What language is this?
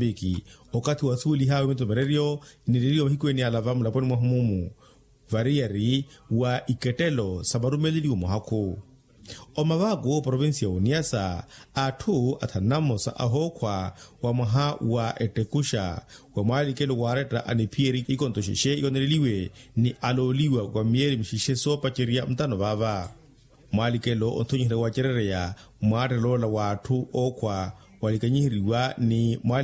Makhuwa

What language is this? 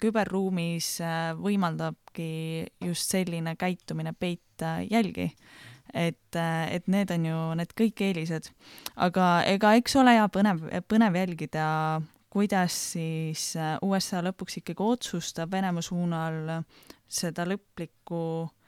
Estonian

